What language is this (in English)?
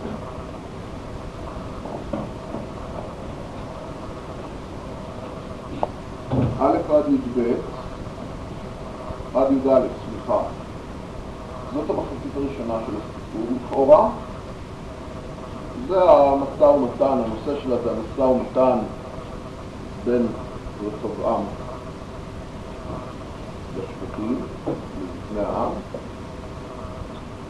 Hebrew